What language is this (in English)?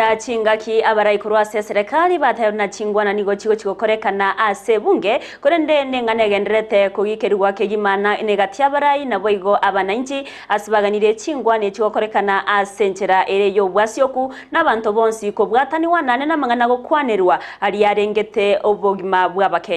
Gusii